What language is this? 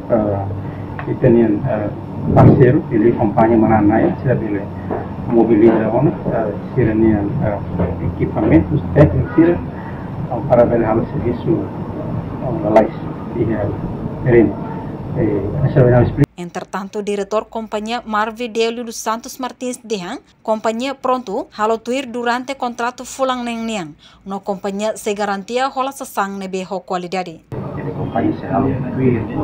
Tetum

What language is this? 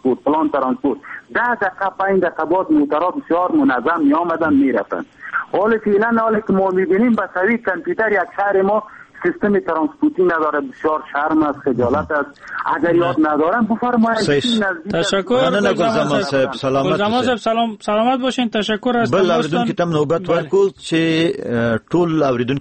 Persian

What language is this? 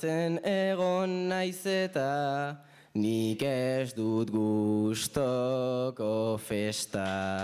Basque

